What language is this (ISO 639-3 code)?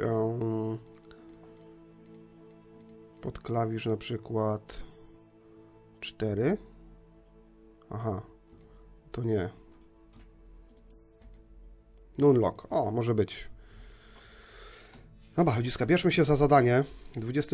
pol